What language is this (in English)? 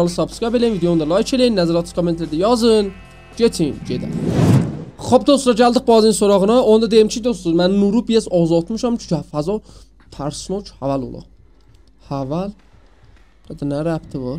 South Azerbaijani